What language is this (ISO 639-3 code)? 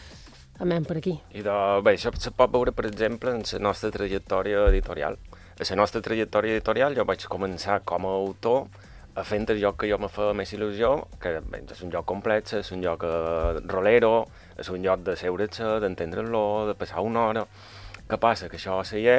cat